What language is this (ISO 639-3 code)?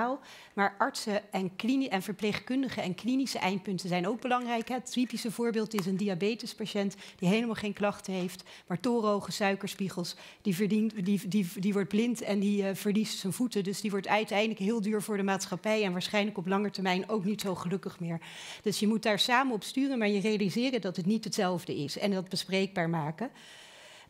nld